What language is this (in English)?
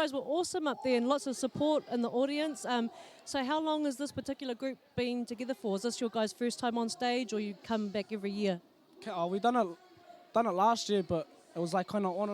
Māori